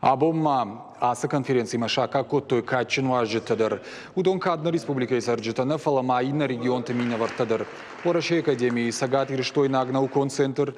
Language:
Ossetic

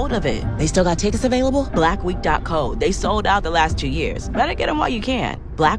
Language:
English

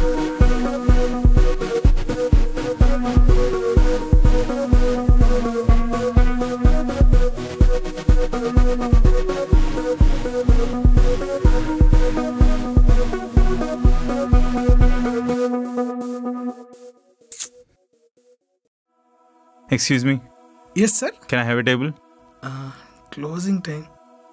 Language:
Telugu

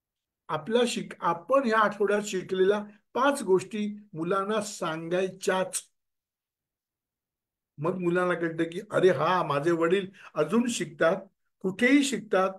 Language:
Marathi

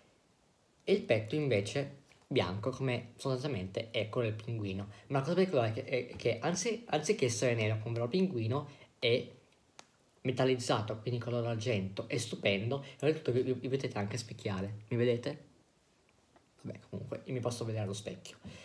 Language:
Italian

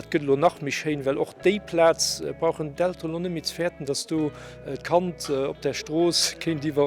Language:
Luxembourgish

